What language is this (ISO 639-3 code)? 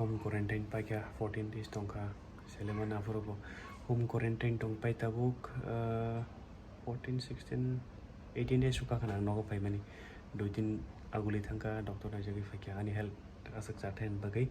trp